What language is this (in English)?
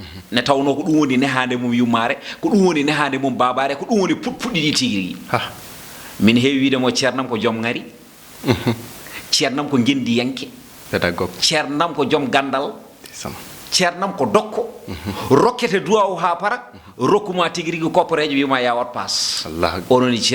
Fula